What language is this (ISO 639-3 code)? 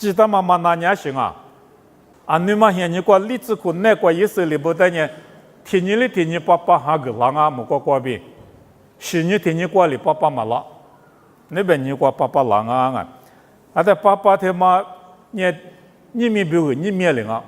lis